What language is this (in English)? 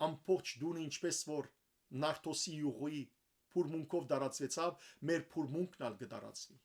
Western Armenian